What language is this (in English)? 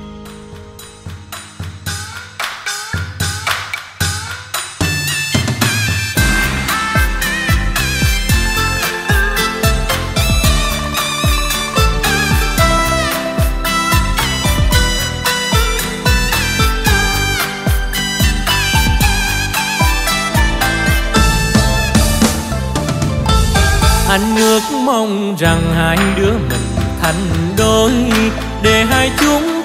Vietnamese